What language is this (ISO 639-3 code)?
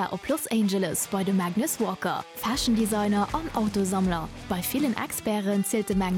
ltz